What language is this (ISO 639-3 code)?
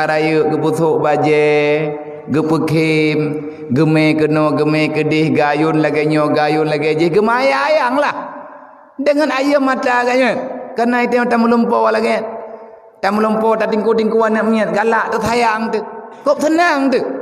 ace